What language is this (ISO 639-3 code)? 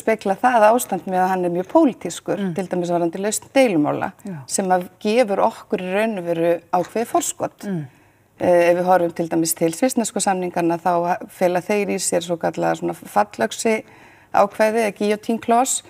isl